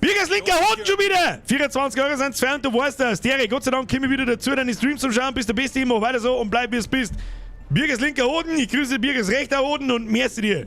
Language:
Bavarian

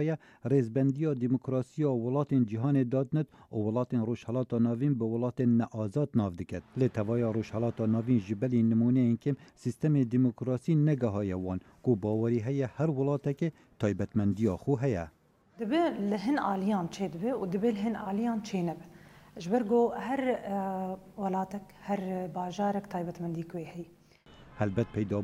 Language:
Kurdish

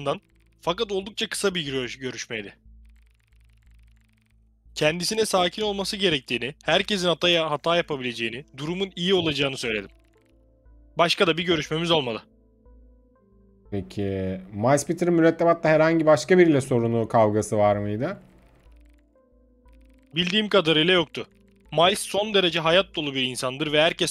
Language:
Turkish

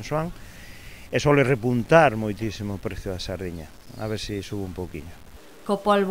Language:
Galician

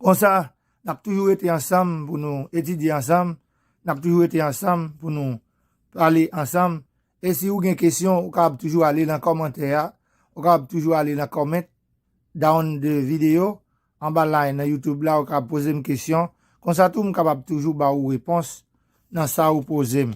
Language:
Haitian Creole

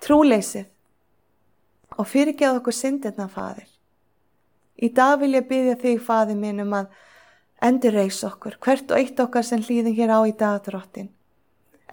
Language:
Icelandic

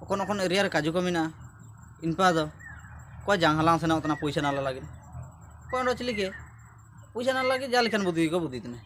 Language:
Ho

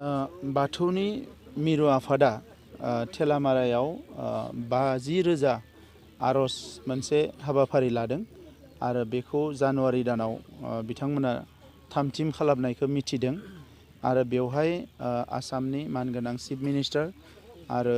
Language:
Bodo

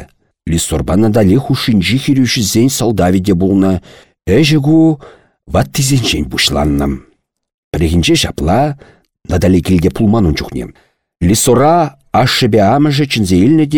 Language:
Chuvash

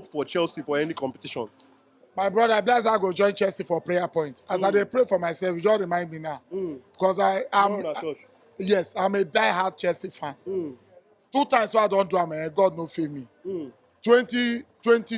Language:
Nigerian Pidgin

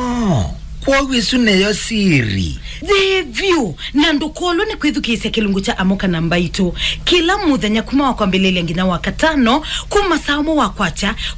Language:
Kamba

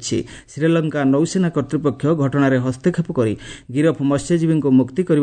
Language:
Odia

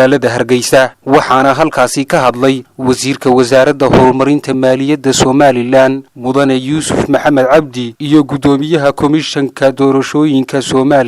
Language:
Somali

